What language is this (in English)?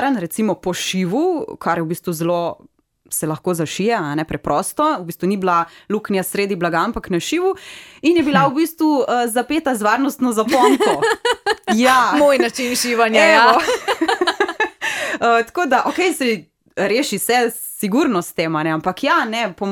Slovenian